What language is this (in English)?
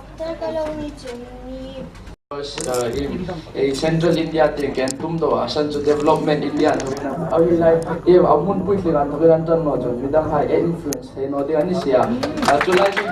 Hmar